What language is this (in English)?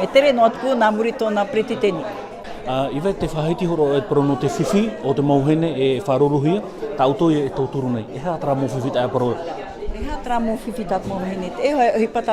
Tahitian